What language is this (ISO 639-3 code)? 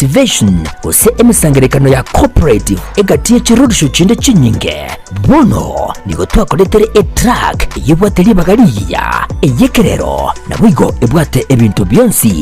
guz